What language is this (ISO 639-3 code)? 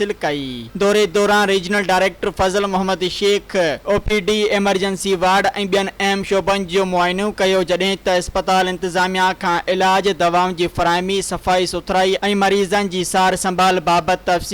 snd